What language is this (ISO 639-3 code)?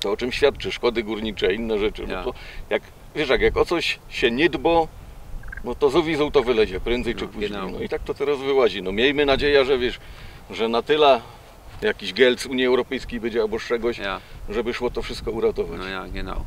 szl